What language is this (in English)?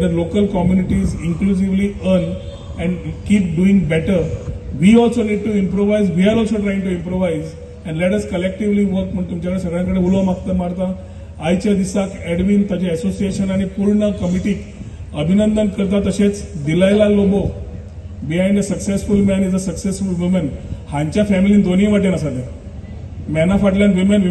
Konkani